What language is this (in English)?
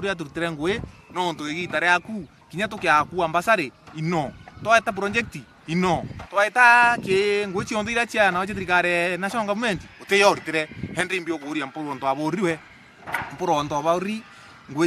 Meru